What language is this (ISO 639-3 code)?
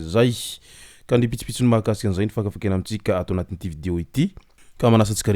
mlg